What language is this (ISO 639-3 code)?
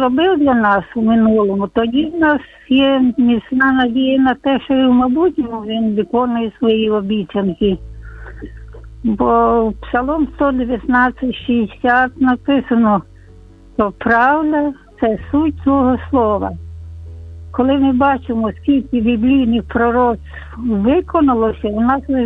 ukr